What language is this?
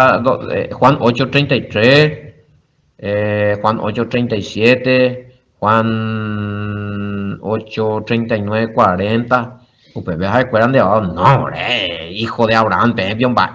Guarani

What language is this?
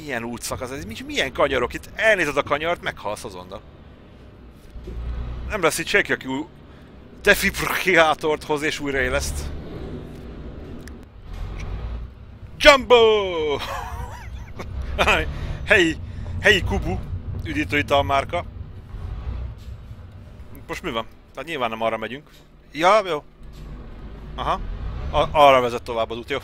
Hungarian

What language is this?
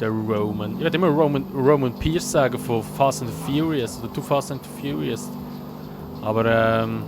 Swiss German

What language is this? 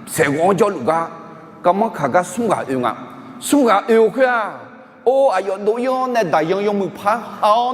Akha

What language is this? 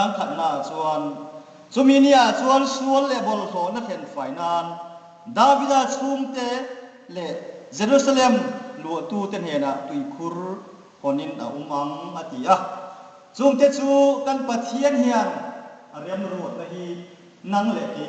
Hmar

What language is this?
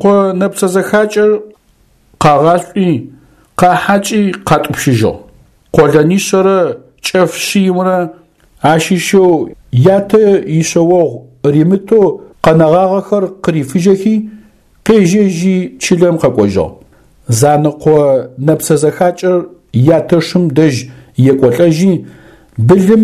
Adyghe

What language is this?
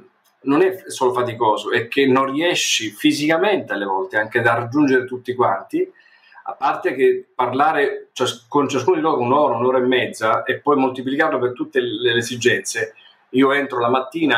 Italian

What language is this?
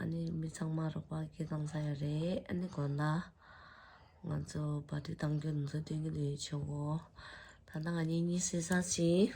Tibetan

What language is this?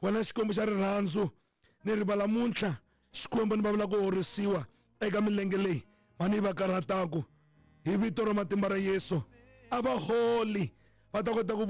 Tsonga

